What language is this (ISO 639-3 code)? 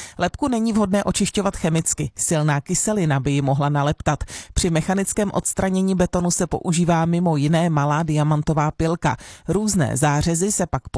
ces